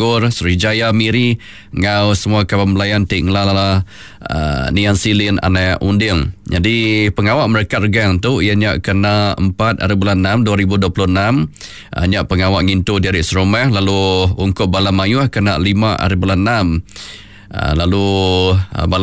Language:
Iban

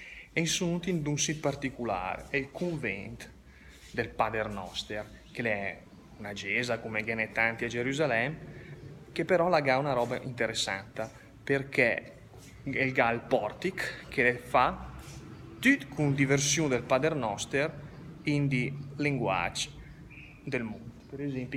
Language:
Lombard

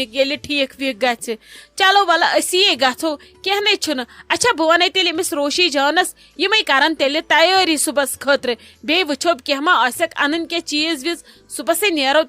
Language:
Kashmiri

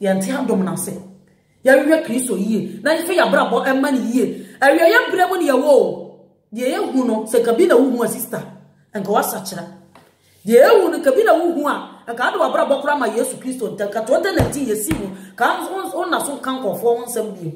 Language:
Akan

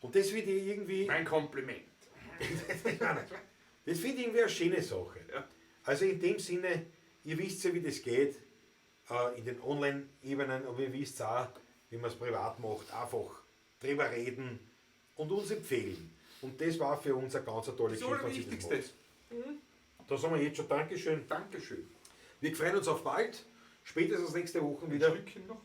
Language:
Bavarian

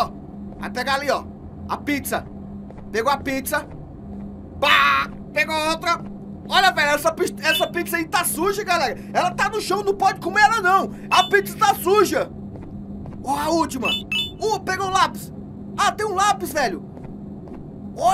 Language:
Portuguese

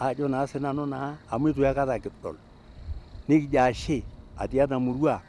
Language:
Masai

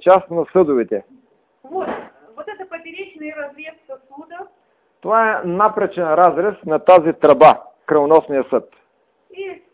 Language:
Bulgarian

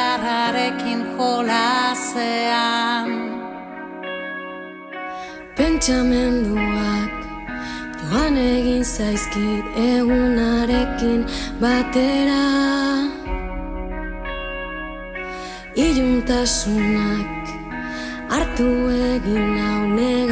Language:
Basque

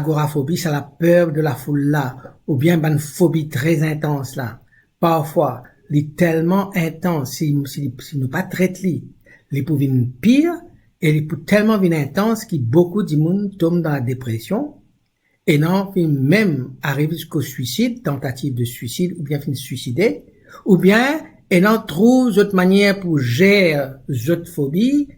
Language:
Morisyen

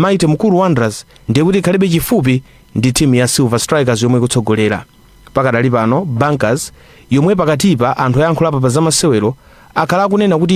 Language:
Nyanja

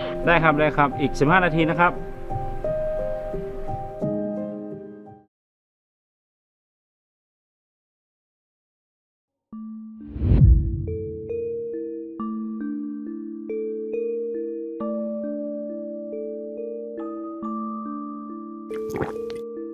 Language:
Thai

